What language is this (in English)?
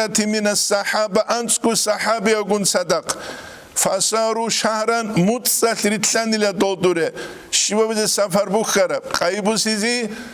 Avaric